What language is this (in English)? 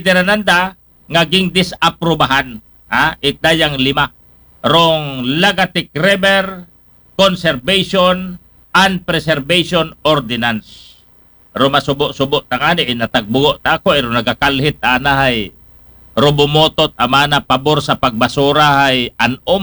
Aklanon